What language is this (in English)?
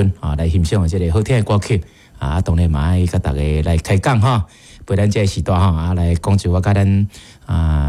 Min Nan Chinese